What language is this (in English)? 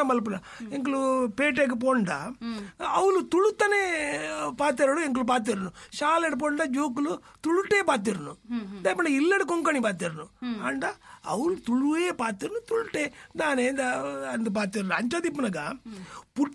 Tulu